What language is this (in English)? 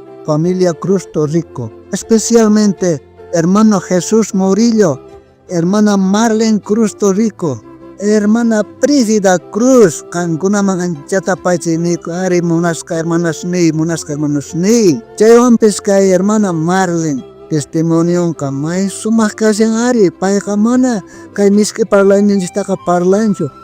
South Bolivian Quechua